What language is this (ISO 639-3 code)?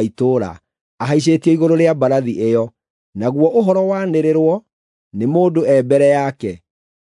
kik